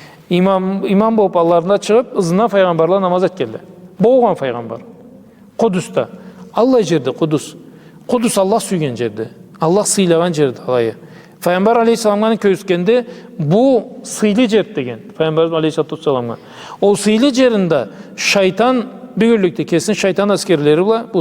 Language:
Karachay-Balkar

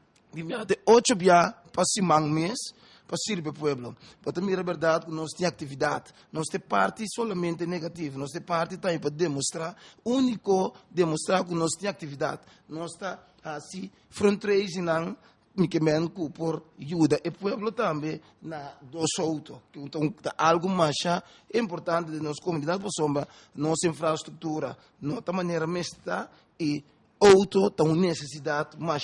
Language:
Papiamento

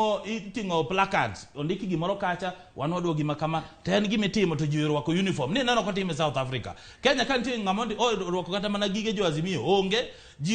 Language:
Luo (Kenya and Tanzania)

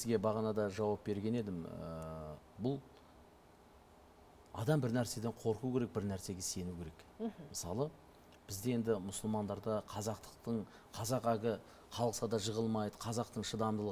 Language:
Kazakh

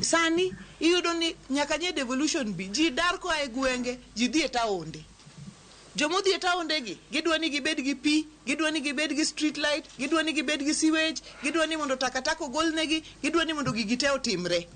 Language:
Luo (Kenya and Tanzania)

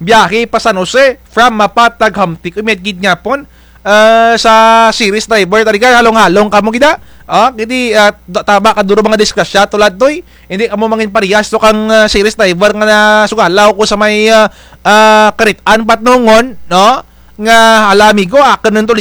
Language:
Kinaray-a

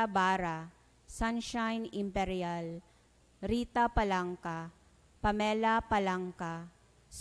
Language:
Bikol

